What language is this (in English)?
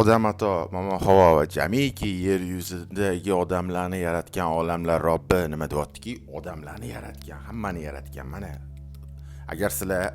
Uzbek